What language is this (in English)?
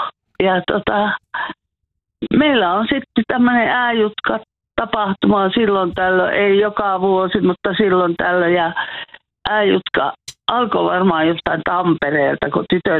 Finnish